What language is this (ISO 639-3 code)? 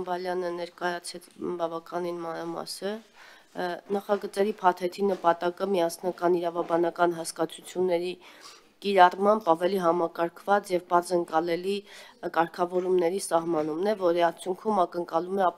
hye